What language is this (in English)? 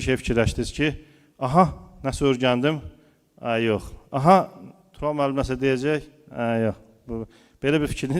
Azerbaijani